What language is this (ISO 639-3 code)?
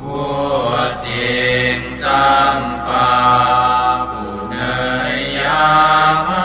pli